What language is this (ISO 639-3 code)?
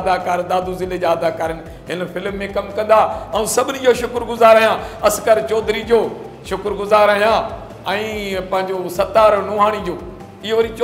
snd